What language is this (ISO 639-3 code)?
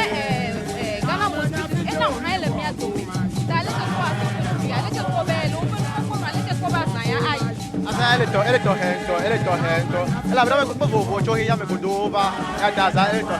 ewe